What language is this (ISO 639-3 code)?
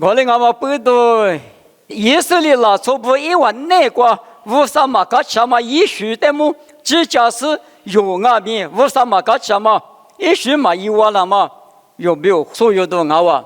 lis